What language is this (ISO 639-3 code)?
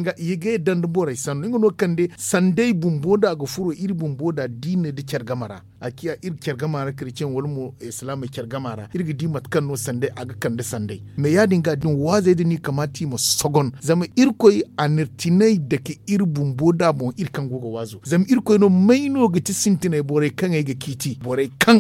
dje